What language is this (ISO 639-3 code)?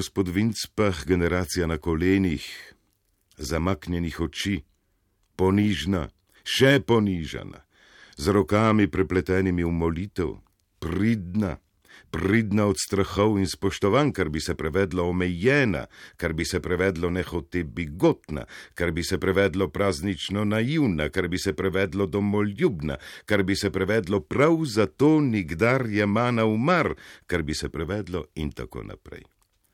slv